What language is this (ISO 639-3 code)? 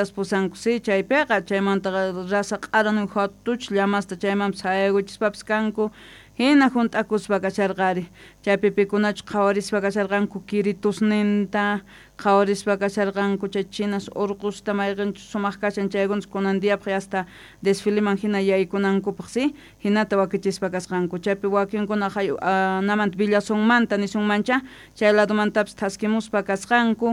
quh